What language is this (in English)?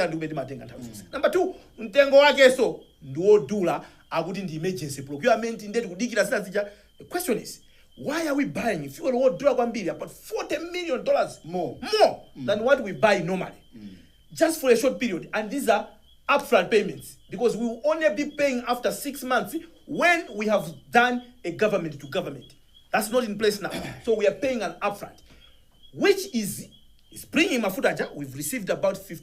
Nyanja